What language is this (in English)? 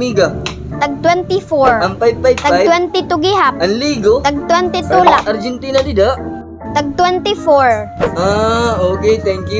Waray